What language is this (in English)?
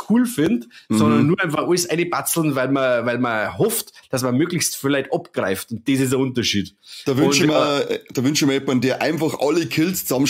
Bavarian